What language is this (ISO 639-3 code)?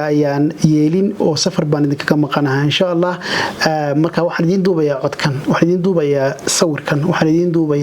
som